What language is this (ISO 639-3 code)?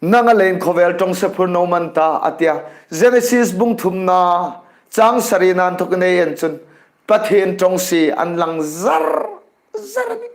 hmr